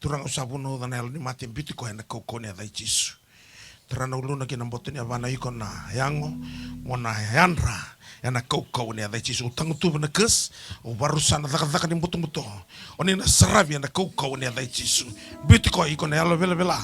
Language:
Fijian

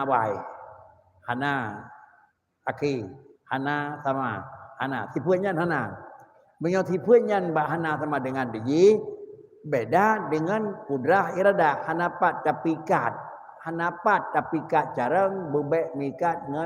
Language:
Achinese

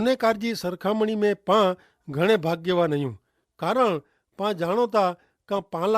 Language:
Kachhi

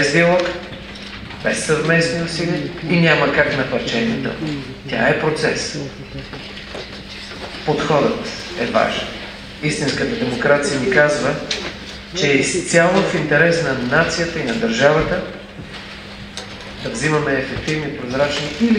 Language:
Bulgarian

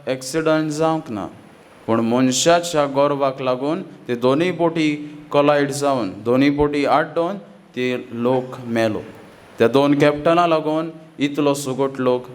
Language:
Konkani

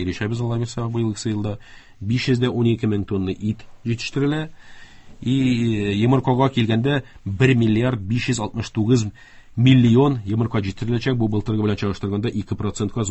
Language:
Tatar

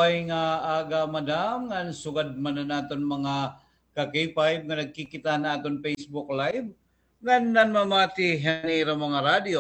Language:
Waray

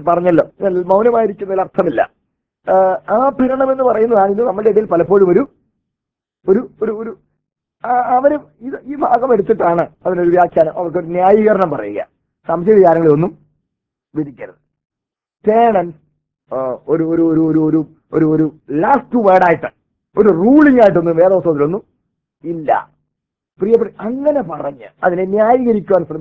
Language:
Malayalam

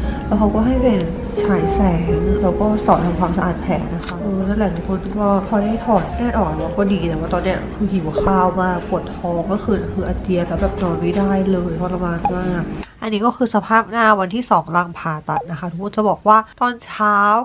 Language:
Thai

